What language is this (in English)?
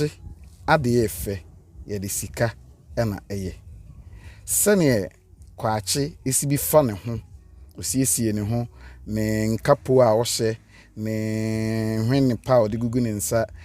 Akan